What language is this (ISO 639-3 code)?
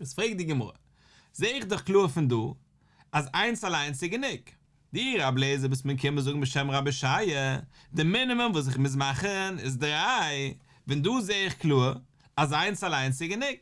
yid